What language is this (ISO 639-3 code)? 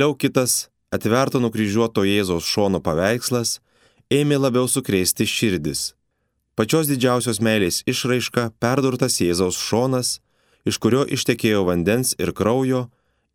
lit